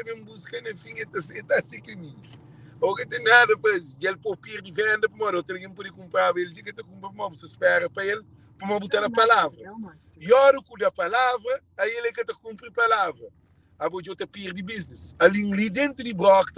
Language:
Kabuverdianu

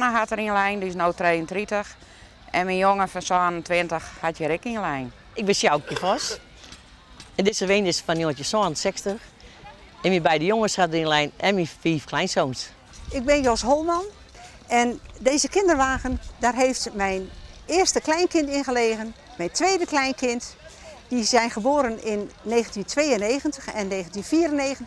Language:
Western Frisian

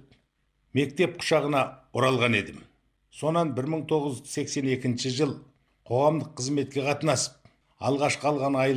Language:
Kazakh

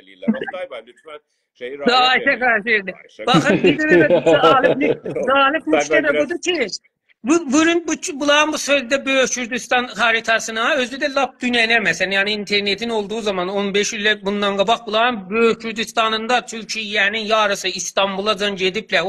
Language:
South Azerbaijani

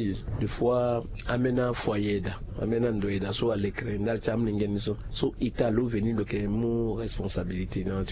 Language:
Sango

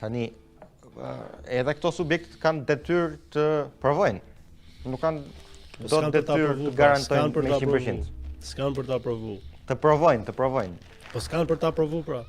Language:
Albanian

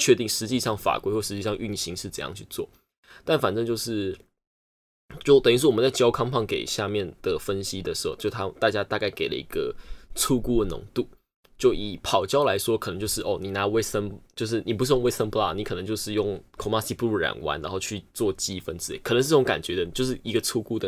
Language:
Chinese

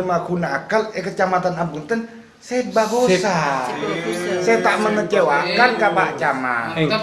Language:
Madurese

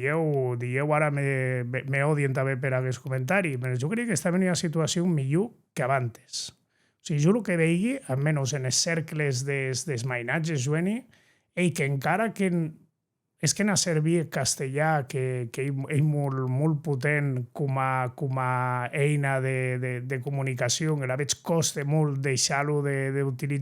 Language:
Occitan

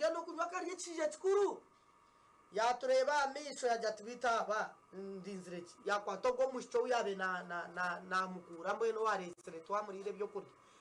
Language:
Nyankole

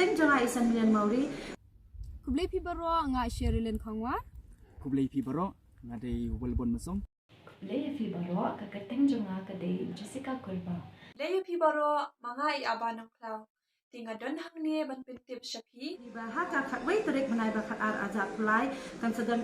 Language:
Khasi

